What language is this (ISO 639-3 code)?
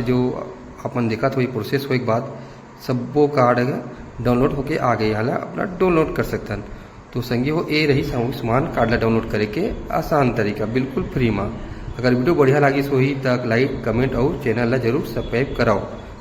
hne